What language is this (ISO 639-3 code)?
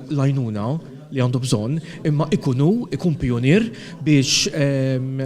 mlt